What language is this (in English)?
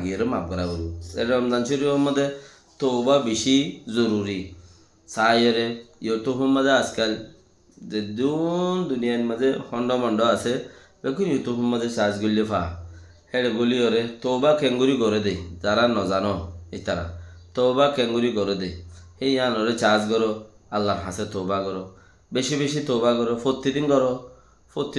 Rohingya